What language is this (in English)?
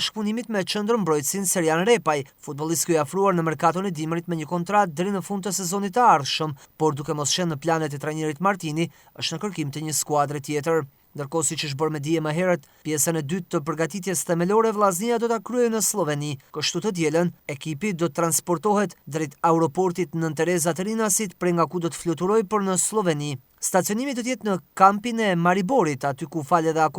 Albanian